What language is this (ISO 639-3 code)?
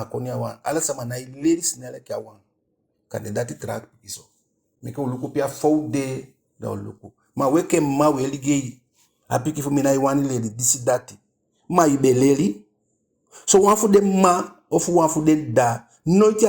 djk